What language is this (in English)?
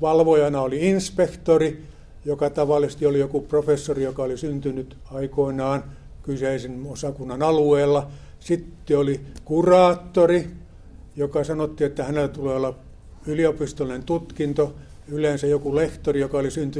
Finnish